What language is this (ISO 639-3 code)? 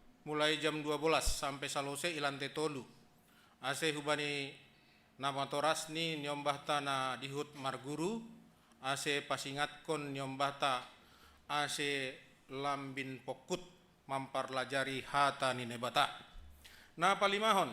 bts